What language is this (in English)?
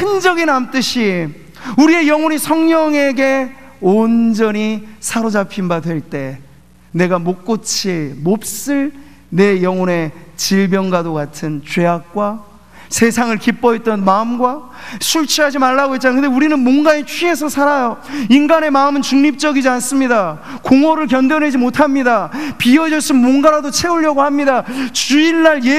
Korean